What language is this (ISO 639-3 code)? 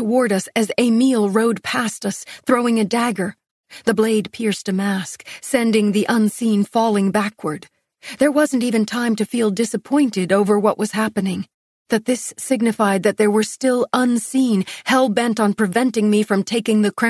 eng